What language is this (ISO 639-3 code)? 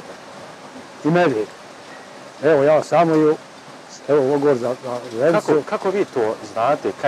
bos